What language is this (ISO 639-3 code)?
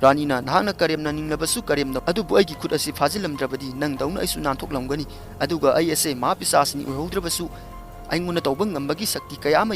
mni